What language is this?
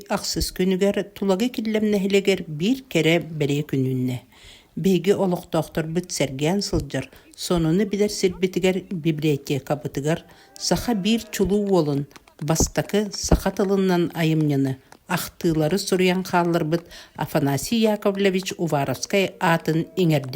Yakut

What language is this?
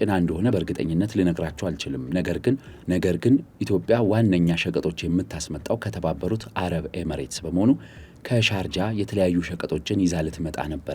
Amharic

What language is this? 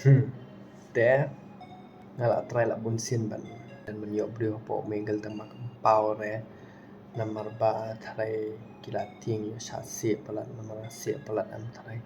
Khasi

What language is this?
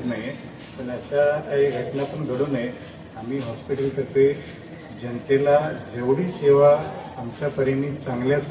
Marathi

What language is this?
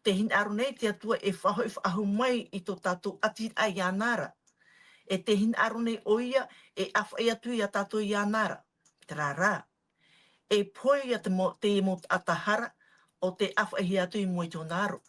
Tahitian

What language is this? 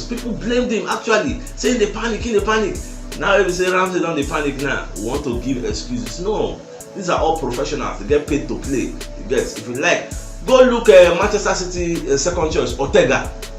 Nigerian Pidgin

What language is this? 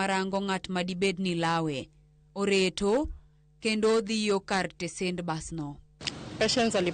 Luo (Kenya and Tanzania)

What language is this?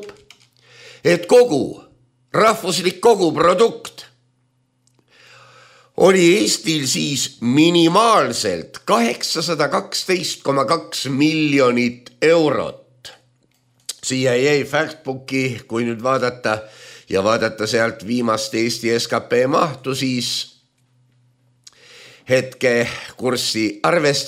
Estonian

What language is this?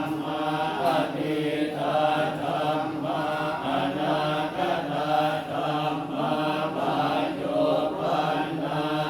Pali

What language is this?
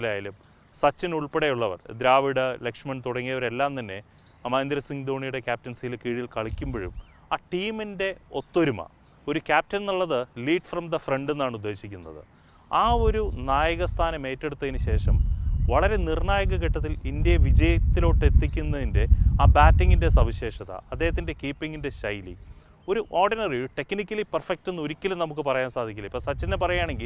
Malayalam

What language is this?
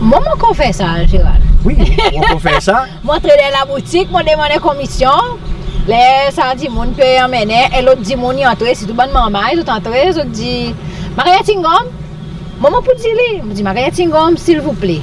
Seselwa Creole French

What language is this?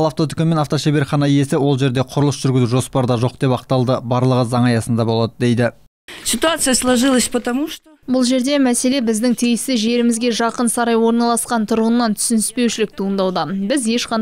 Kazakh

